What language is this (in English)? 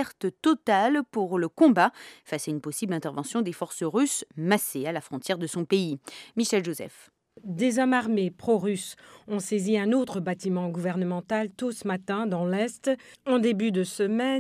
French